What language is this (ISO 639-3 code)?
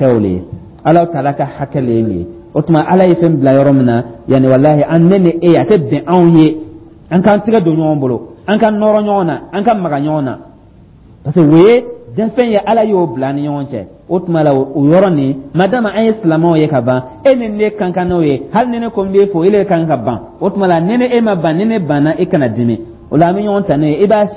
dyu